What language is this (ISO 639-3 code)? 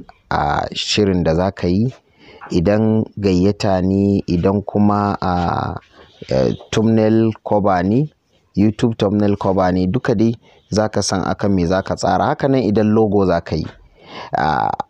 hau